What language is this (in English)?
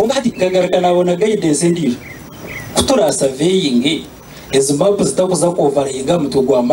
Nyankole